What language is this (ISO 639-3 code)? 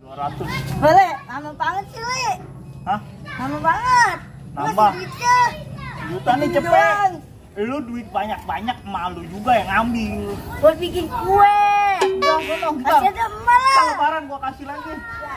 bew